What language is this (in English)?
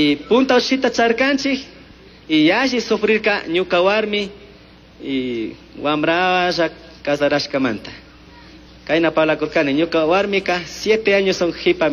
Chimborazo Highland Quichua